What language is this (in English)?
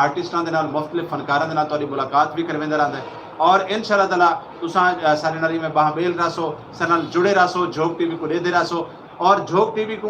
Saraiki